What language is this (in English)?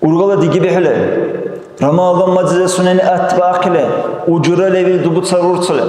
Dargwa